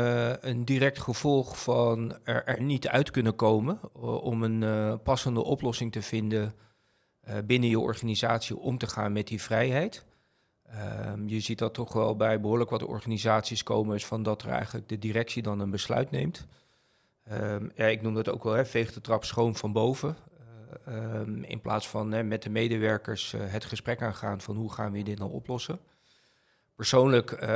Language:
Dutch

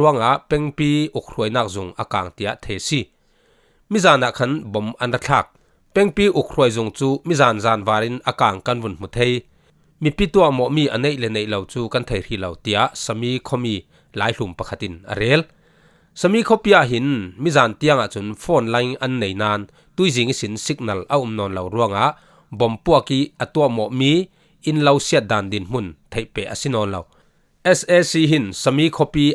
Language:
Falam Chin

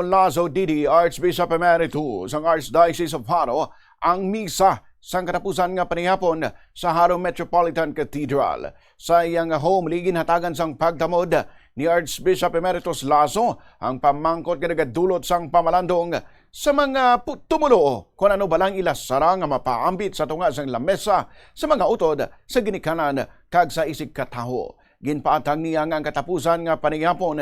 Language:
Hiligaynon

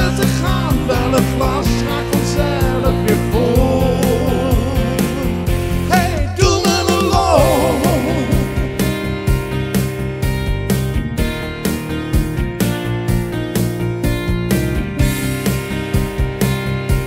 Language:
Dutch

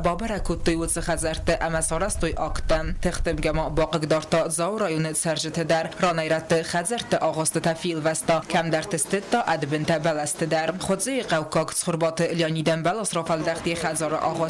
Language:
Ossetic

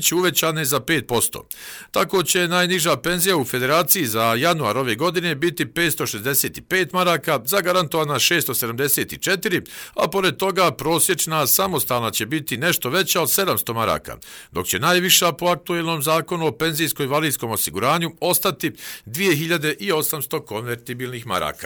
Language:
Croatian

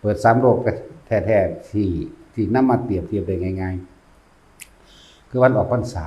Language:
Lao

